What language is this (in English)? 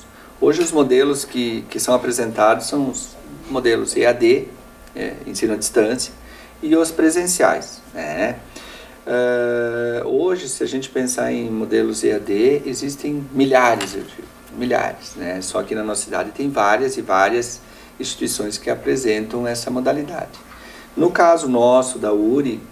Portuguese